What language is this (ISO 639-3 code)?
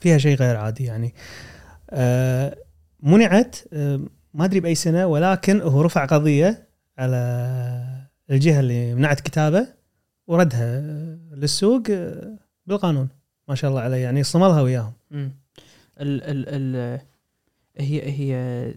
afb